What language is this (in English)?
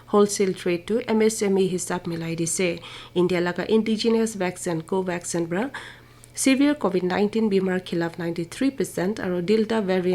Naga Pidgin